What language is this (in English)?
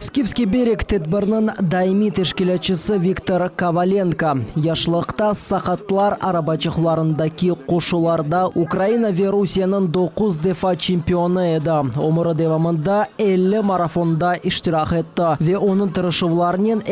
Crimean Tatar